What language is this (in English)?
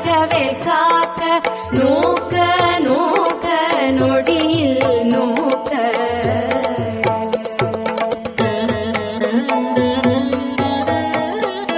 Tamil